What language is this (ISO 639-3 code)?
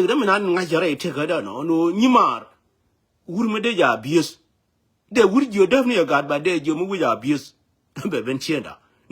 nus